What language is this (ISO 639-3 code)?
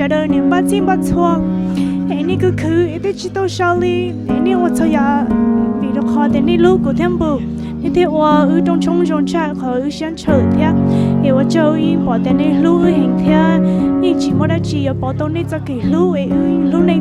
hmn